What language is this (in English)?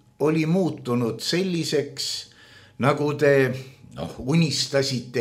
Estonian